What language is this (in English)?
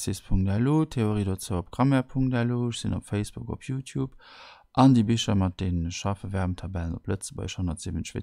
Luxembourgish